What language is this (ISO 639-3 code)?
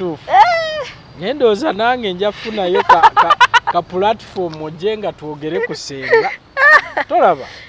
lug